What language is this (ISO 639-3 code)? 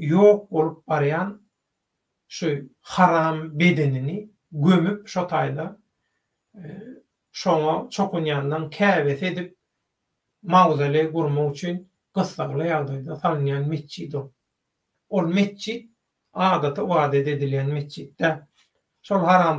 tuk